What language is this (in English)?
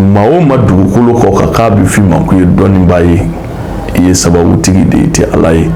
Bambara